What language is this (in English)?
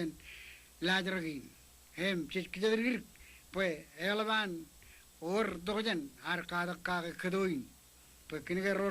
Marshallese